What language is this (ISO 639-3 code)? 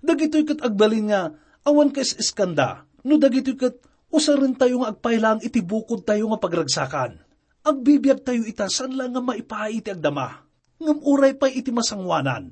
ilo